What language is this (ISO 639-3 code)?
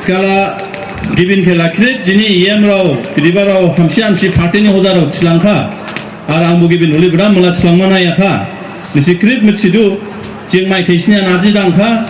dis